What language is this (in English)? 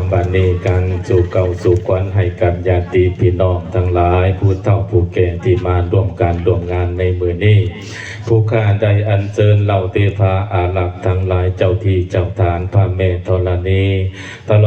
Lao